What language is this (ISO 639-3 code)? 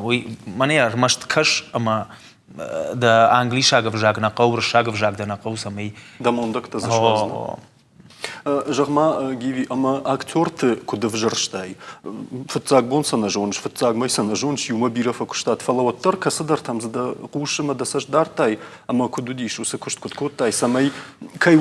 oss